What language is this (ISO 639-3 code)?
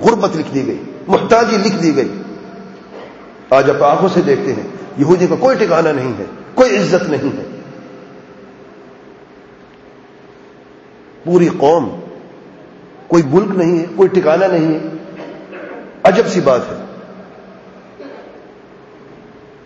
urd